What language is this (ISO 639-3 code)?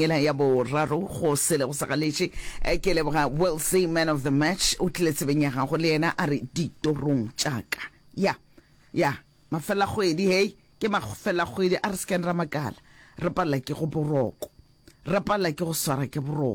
nso